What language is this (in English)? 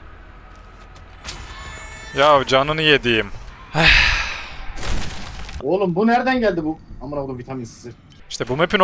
Turkish